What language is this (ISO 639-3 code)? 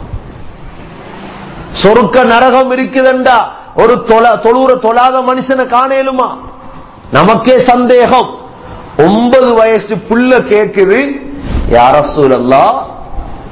tam